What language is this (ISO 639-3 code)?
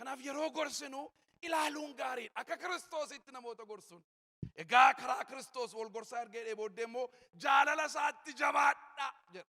orm